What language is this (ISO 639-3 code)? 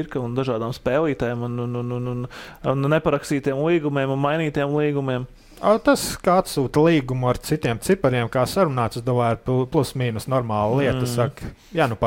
lav